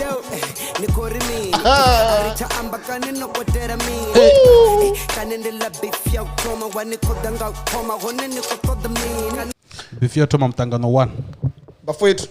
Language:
Venda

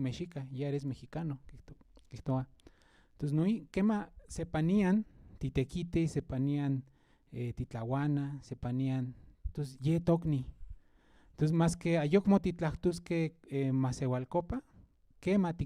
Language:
Central Nahuatl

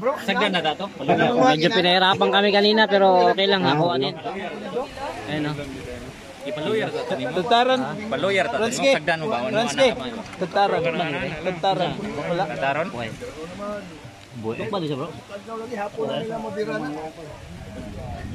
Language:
Filipino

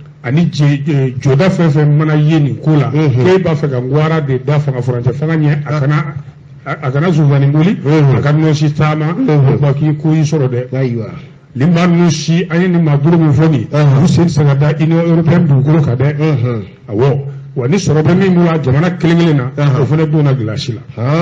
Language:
Bambara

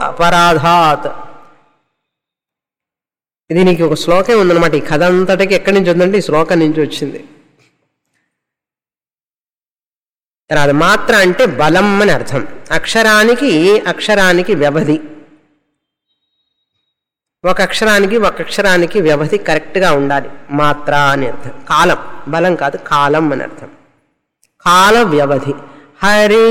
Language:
Telugu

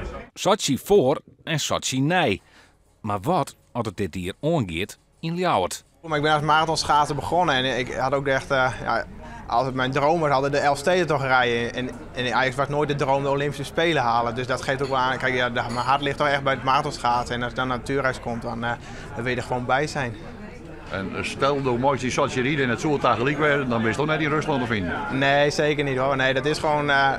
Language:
Western Frisian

